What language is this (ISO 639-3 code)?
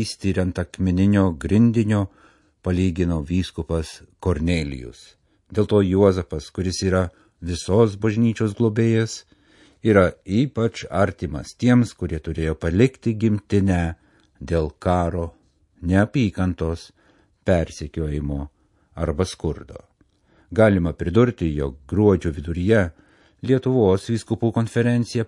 lit